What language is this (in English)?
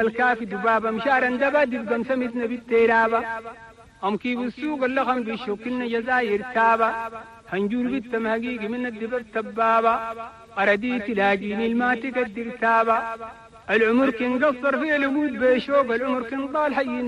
Chadian Arabic